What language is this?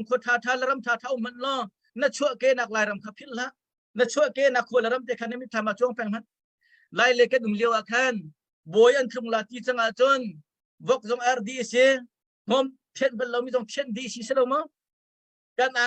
Hakha Chin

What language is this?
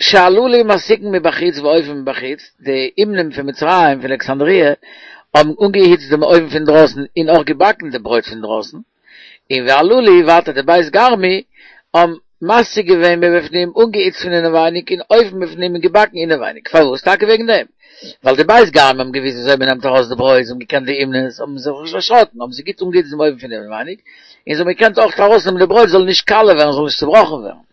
Yiddish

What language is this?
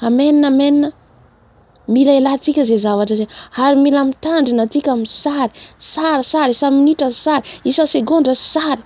Malagasy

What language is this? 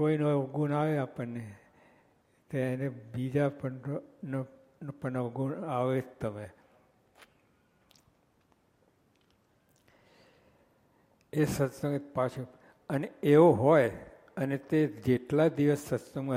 Gujarati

